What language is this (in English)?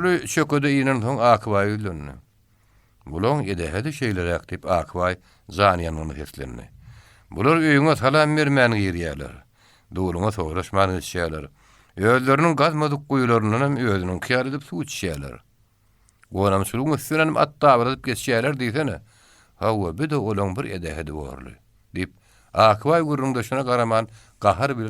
Turkmen